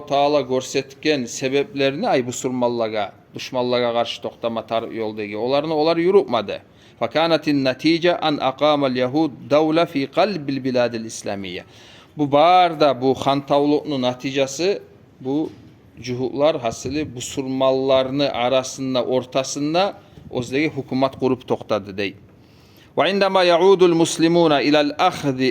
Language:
Kumyk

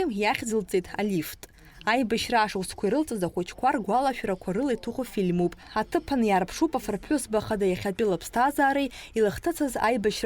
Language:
Abkhazian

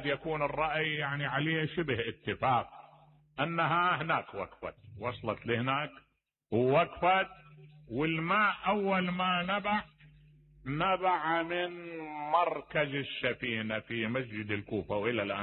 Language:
Mesopotamian Arabic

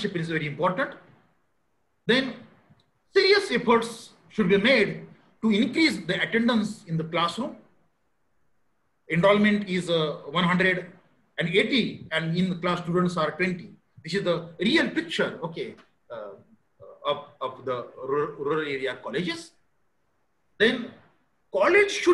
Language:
English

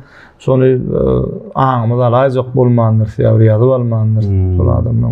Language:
Turkmen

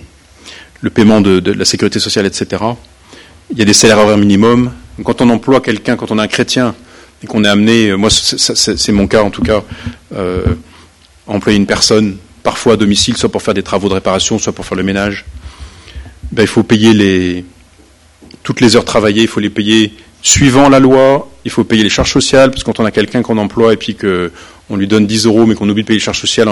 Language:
French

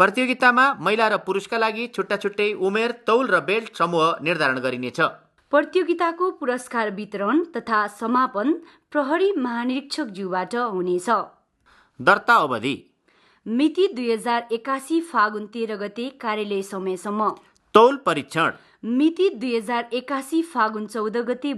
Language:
Nepali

